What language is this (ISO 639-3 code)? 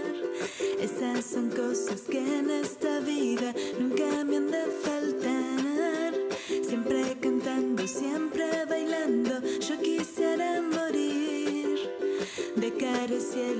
spa